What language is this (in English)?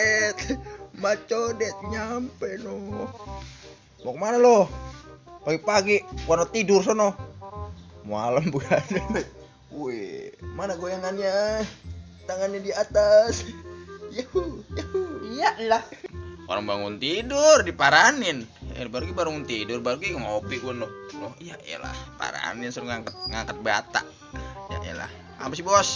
Betawi